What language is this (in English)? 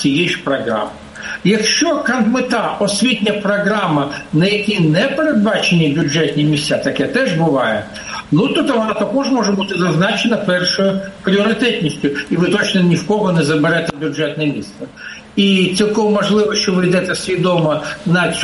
Ukrainian